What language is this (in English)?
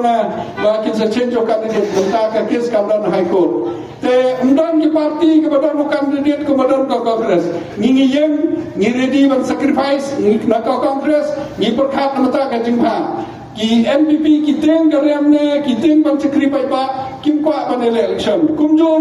Khasi